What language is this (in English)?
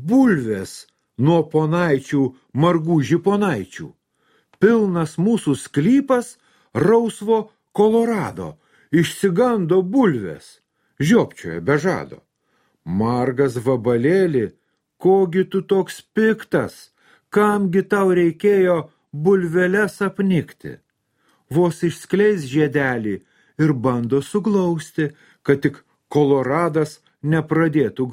Lithuanian